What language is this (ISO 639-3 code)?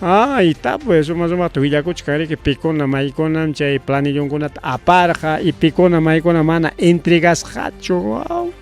quy